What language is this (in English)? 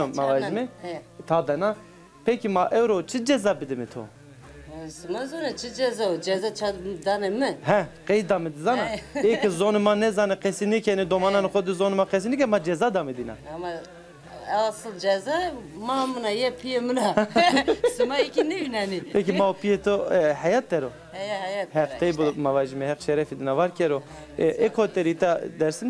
Zaza